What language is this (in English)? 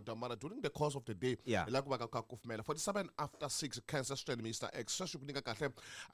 Tsonga